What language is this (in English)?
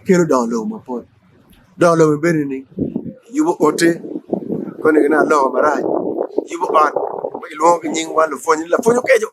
Acoli